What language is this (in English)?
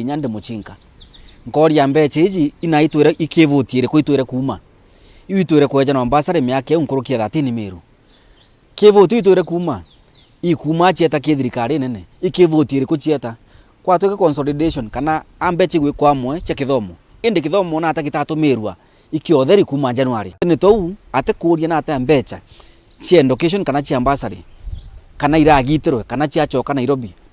Meru